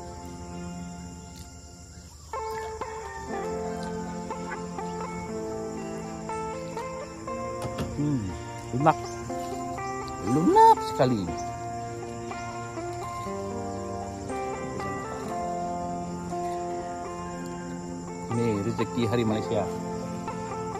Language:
Malay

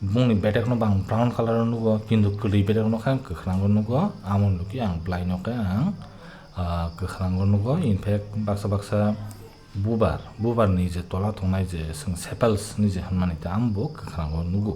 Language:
Kok Borok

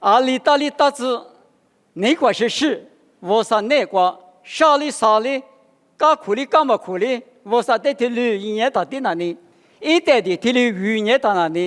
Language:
Lisu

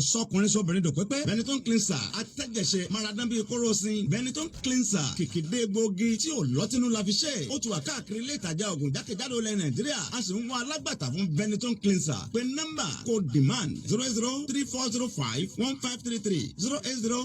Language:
Yoruba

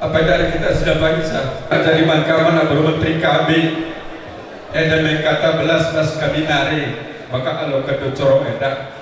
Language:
Batak Karo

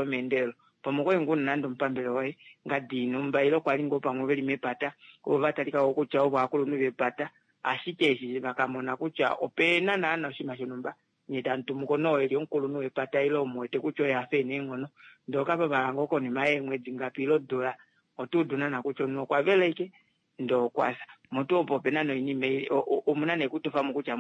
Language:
Kuanyama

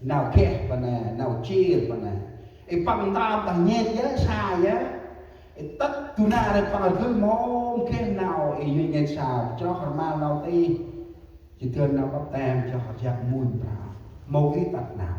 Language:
Central Mnong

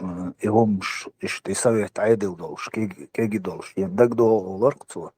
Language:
Chechen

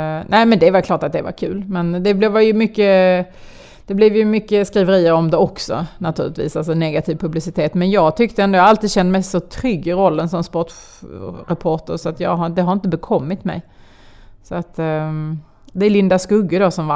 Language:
Swedish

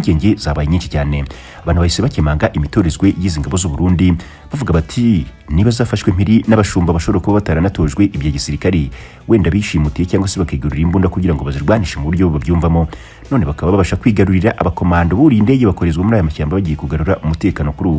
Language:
Kinyarwanda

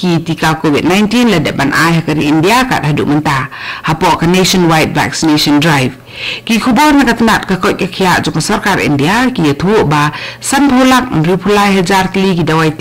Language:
Khasi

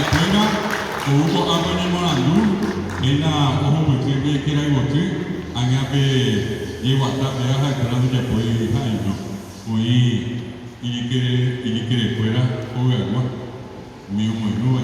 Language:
Guarani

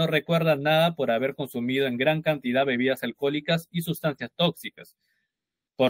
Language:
Spanish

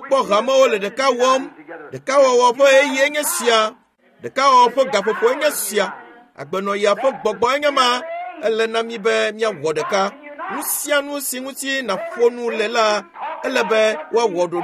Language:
Ewe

